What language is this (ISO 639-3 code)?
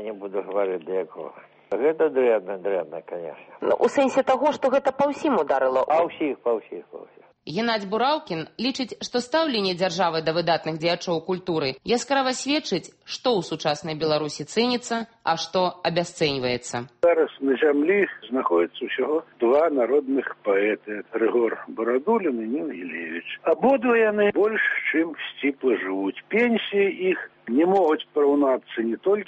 bel